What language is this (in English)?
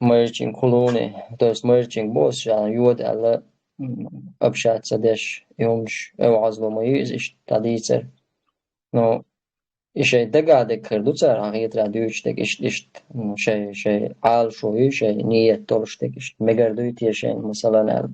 Chechen